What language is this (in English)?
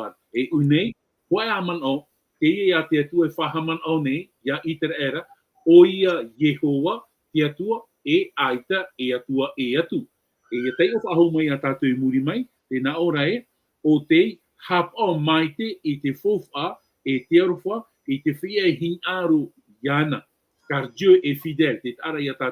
Tahitian